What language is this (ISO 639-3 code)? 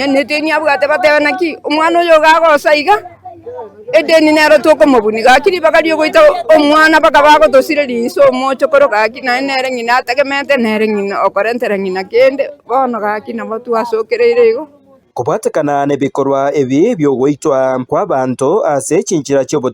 guz